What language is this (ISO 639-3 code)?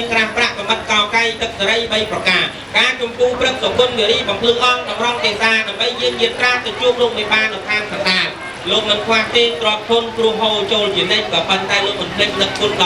khm